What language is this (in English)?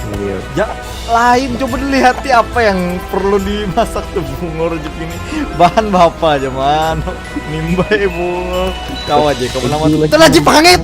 Banjar